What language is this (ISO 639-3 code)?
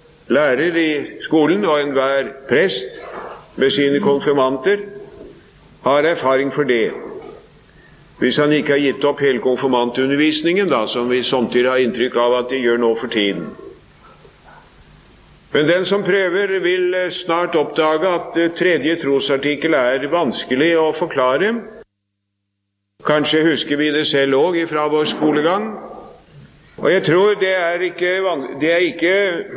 nor